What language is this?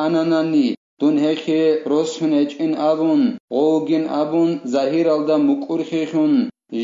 Avaric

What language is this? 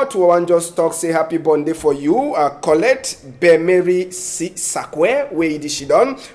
Cameroon Pidgin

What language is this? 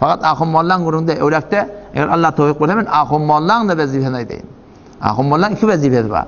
Turkmen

